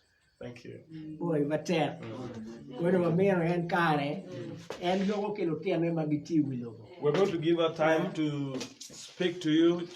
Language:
Acoli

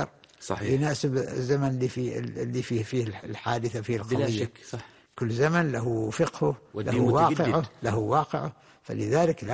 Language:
Arabic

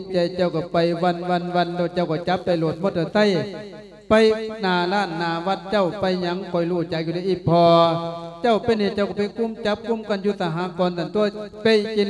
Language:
Lao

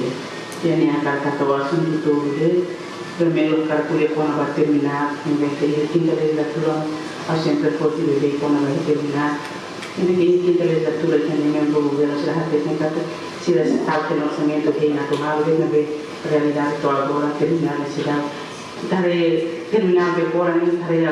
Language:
Tetum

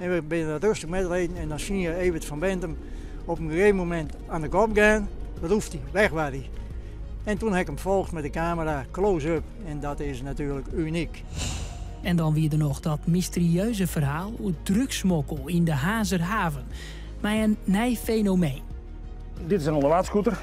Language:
Western Frisian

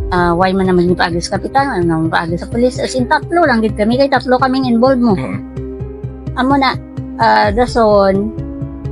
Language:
Hiligaynon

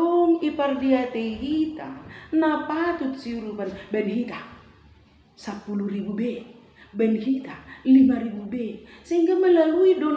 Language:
Batak Simalungun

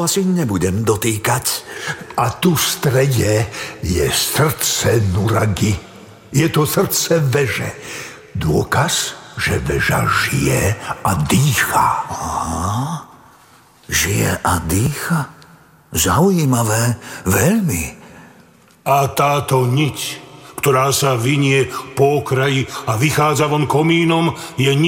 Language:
Slovak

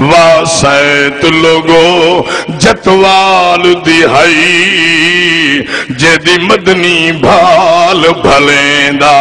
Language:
Saraiki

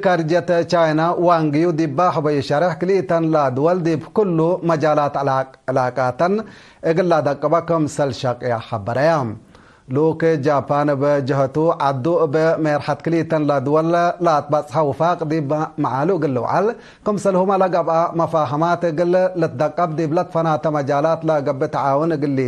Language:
Tigre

